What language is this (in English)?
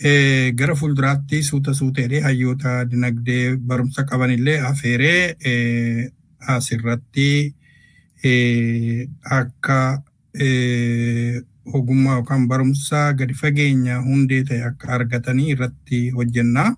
Oromo